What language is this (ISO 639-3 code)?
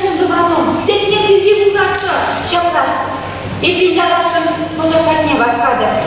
chv